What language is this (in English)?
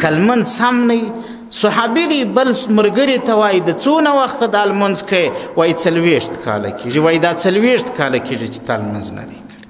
Pashto